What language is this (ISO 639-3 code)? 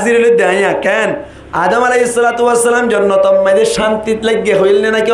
rhg